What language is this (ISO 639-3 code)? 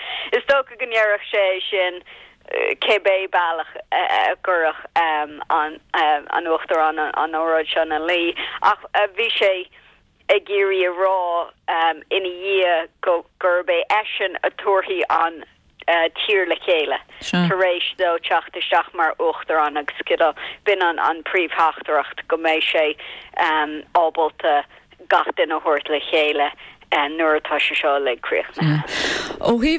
gle